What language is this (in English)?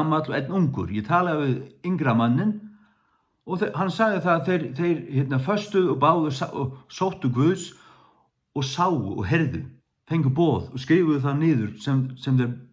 Faroese